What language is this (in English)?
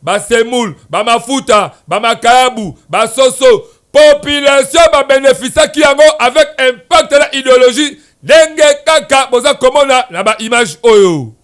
Lingala